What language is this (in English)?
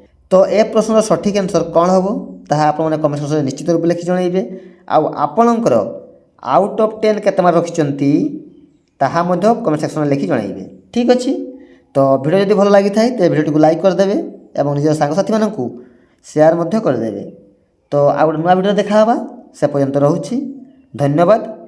Odia